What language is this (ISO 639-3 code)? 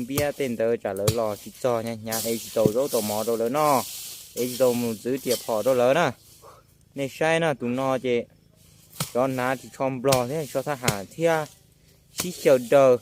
hmn